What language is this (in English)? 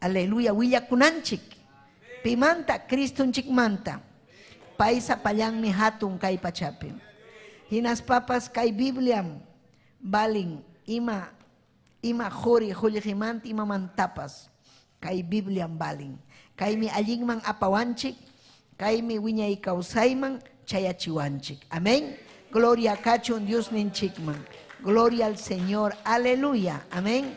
Ayacucho Quechua